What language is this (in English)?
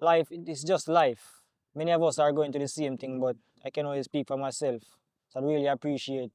Jamaican Creole English